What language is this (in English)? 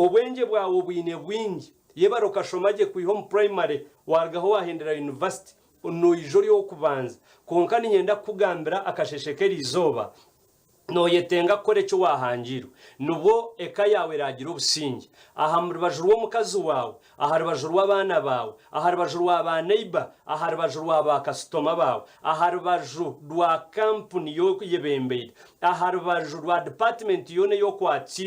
Nyankole